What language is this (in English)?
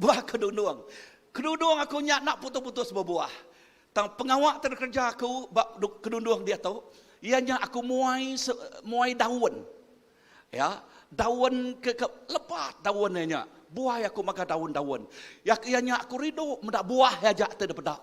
Iban